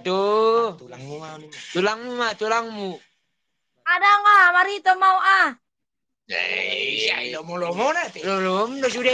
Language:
Batak Toba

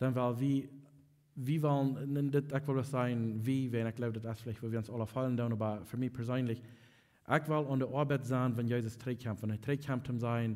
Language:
Plautdietsch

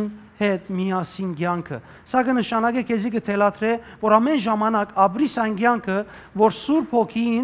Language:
Western Armenian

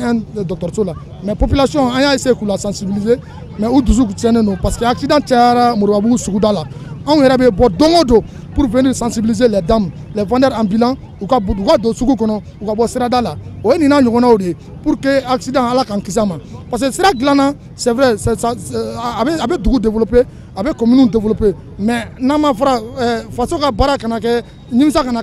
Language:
Bambara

